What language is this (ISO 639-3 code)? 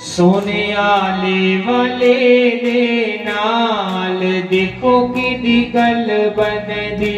doi